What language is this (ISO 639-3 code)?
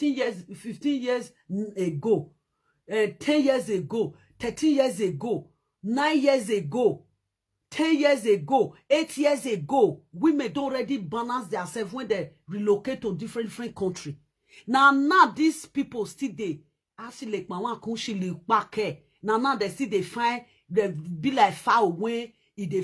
pcm